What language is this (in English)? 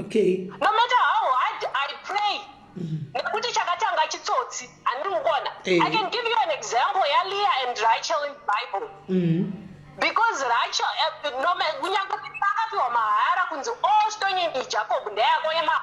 Shona